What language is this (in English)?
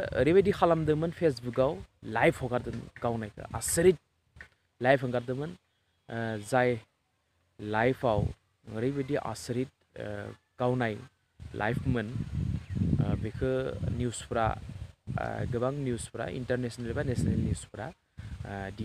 Bodo